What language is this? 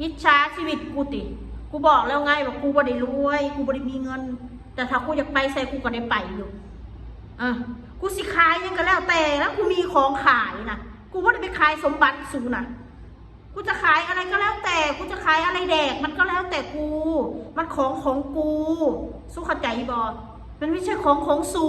Northeastern Thai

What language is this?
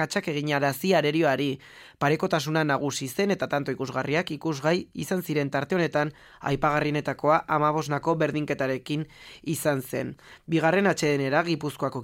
Basque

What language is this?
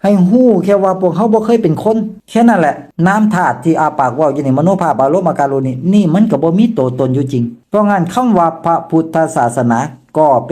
Lao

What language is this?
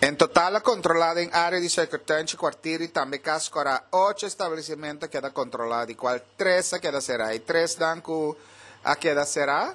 Papiamento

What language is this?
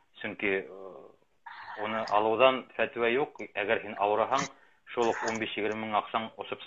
Bashkir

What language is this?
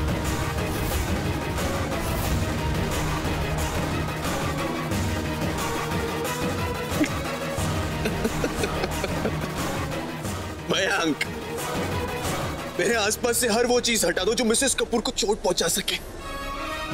Hindi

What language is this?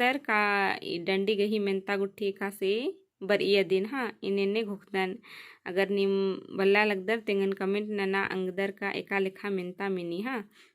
Kurukh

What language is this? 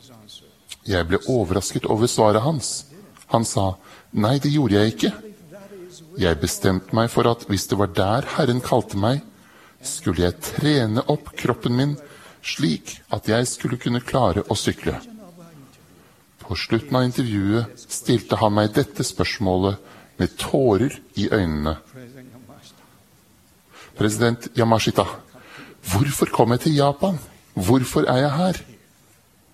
Norwegian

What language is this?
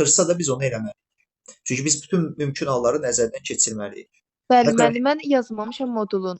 Azerbaijani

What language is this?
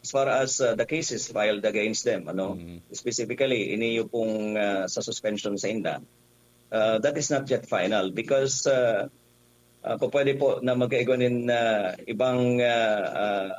Bikol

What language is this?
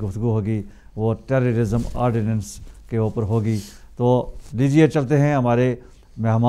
Urdu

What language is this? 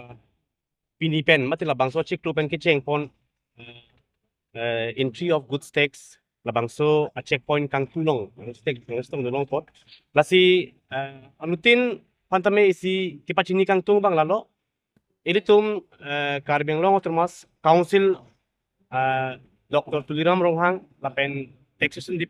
Karbi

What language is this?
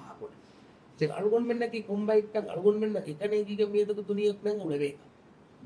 Divehi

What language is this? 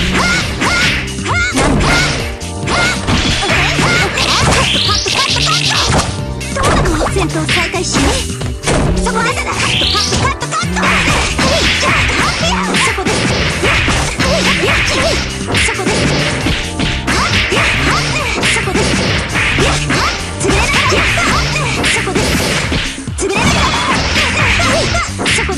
Japanese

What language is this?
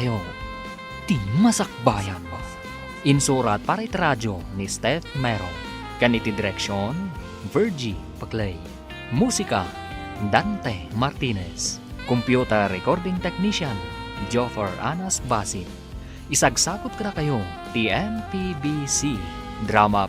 Iloko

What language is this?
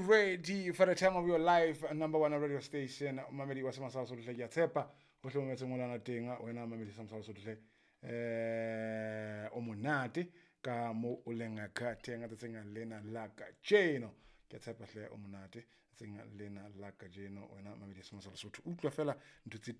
Southern Sotho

